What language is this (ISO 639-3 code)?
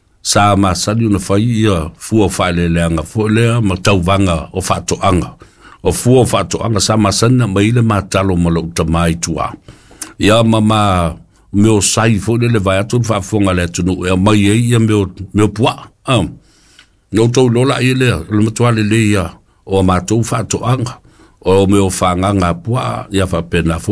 smo